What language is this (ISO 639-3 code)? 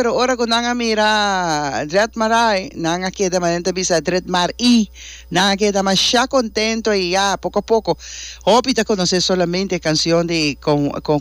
pap